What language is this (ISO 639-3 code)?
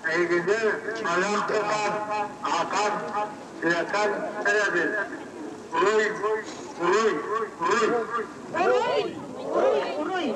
sah